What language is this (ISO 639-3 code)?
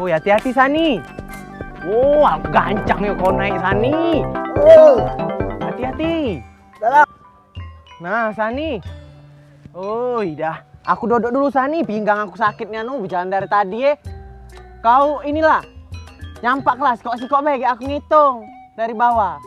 mui